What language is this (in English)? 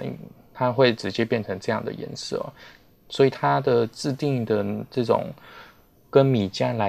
Chinese